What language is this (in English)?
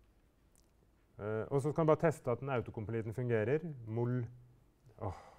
Norwegian